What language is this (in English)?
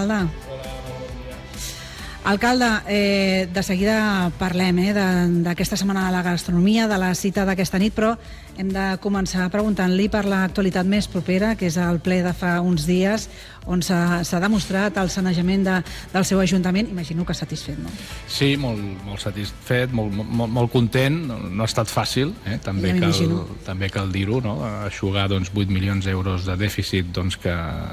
Catalan